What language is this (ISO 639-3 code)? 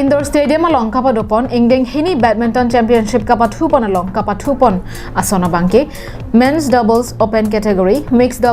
mjw